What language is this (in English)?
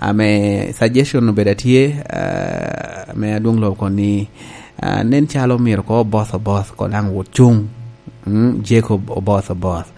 Lango (Uganda)